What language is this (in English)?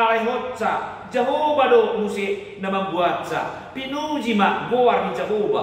Batak Toba